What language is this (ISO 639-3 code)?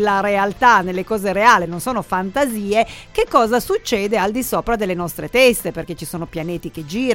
ita